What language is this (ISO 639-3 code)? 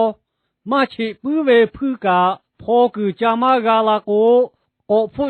lhu